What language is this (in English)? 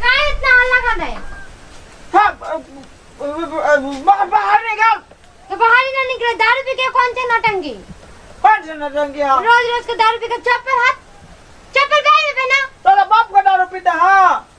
Maithili